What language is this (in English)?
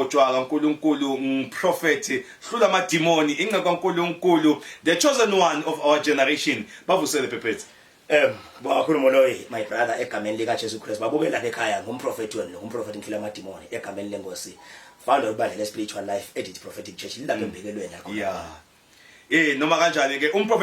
Zulu